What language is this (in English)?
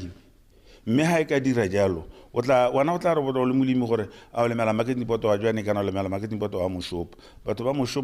Tswana